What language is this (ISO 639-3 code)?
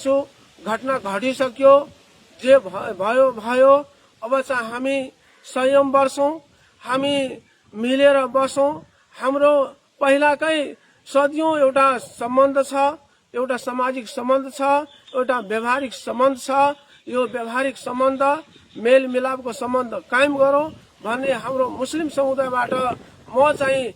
nep